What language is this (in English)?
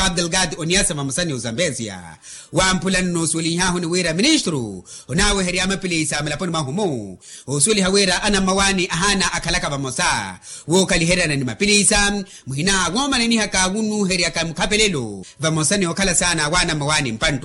Makhuwa